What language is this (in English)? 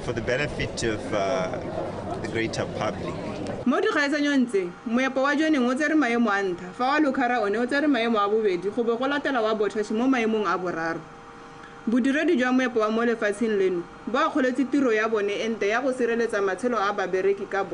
Tswana